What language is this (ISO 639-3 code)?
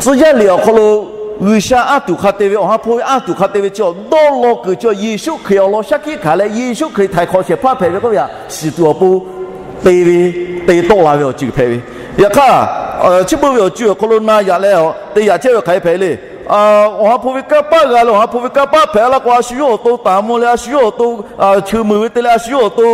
lhu